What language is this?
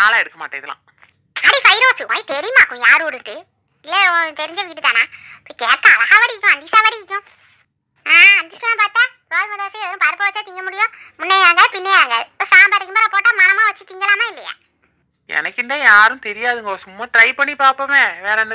Tamil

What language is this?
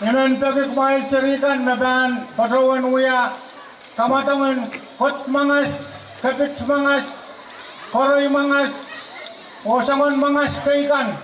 Pohnpeian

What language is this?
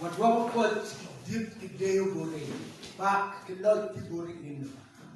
Acoli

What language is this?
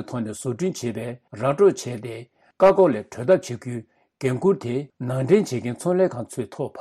Tibetan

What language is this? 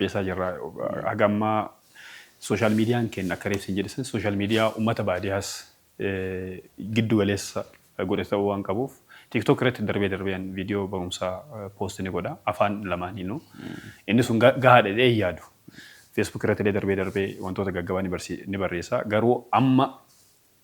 Oromo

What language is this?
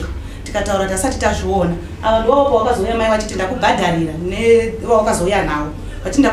Shona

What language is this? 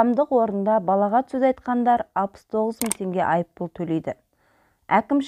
Kazakh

